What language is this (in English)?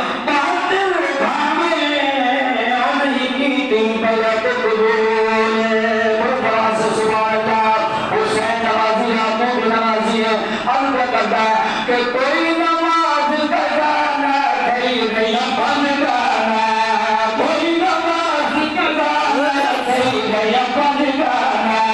Saraiki